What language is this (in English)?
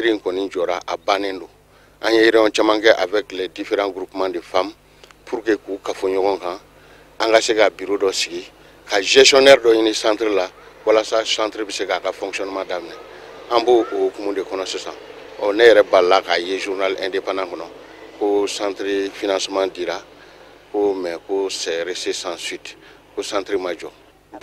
Bambara